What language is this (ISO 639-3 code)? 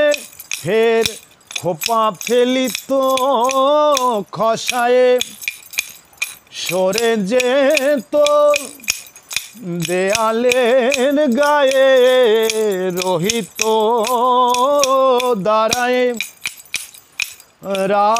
ben